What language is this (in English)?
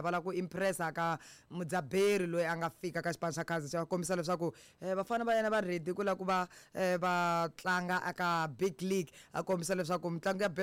Tsonga